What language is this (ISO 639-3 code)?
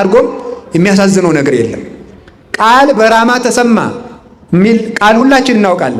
amh